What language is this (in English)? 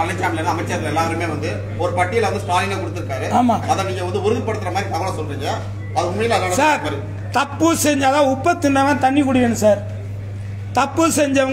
Tamil